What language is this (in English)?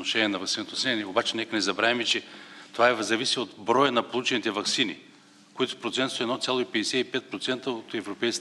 Bulgarian